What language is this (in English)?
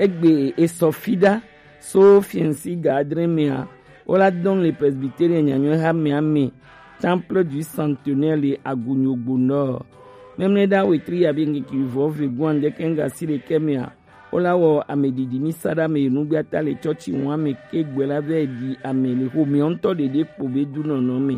Gen